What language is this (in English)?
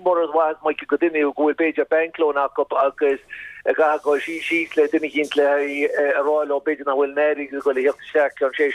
Irish